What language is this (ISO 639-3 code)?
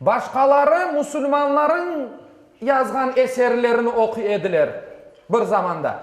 crh